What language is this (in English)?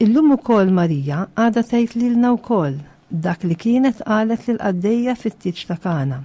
Maltese